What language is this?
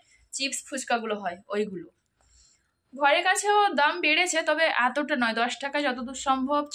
Bangla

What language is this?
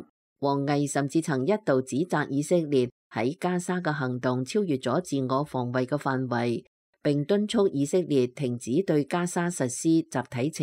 Cantonese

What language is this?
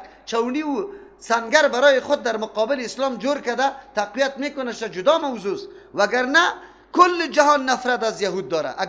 Persian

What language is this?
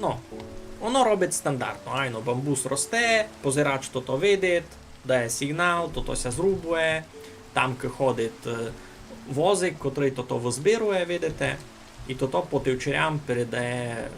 Rusyn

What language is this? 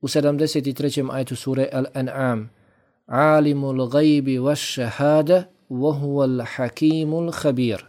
Bosnian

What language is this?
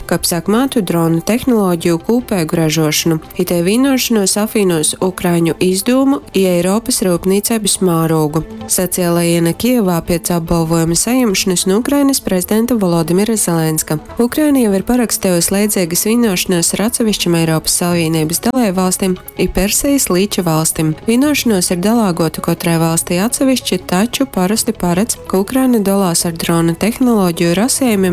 Latgalian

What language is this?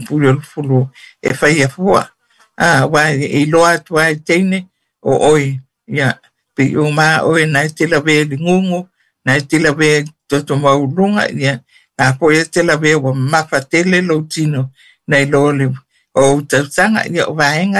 Samoan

